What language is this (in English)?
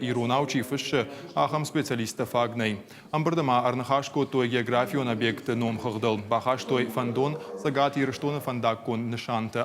Ossetic